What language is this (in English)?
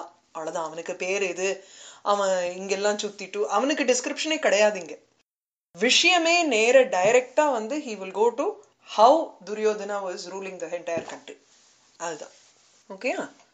Tamil